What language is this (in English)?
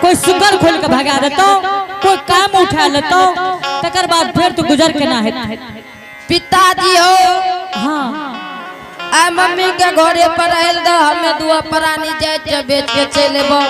Angika